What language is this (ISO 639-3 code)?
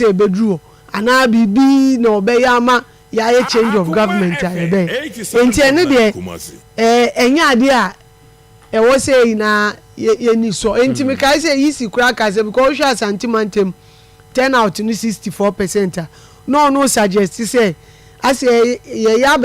aka